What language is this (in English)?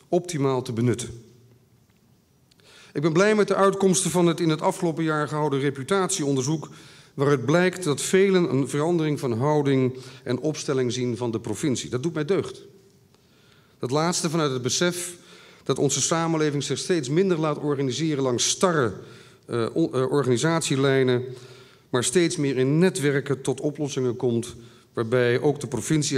Dutch